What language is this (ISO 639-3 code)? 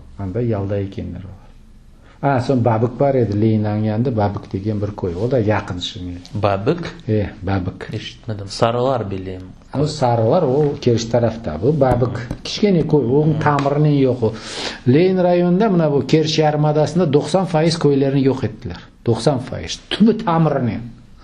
crh